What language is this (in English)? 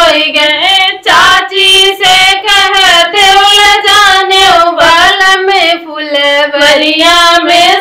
Bhojpuri